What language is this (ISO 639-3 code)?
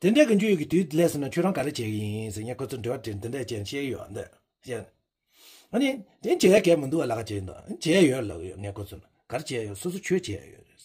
bod